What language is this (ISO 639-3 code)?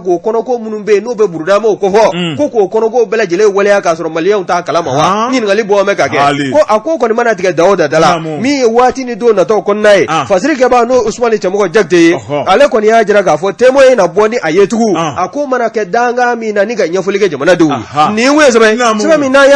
bam